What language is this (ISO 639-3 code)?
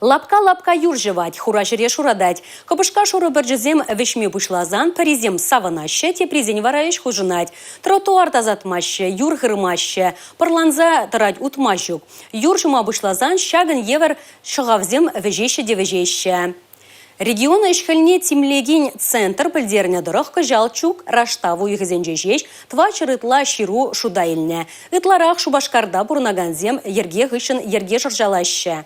chv